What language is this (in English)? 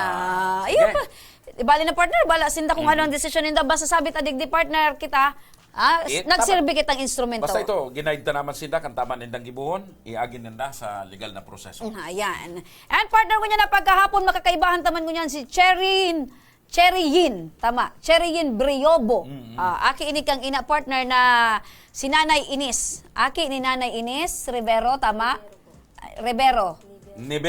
Bikol